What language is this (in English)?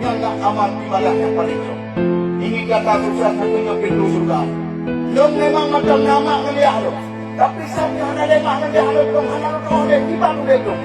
Achinese